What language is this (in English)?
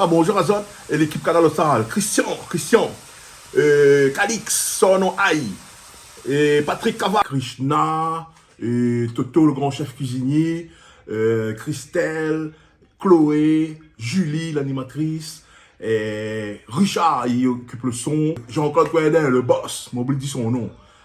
Réunion Creole French